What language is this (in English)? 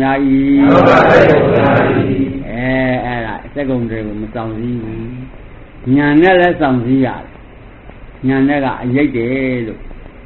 Burmese